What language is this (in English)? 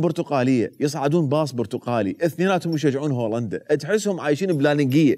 Mesopotamian Arabic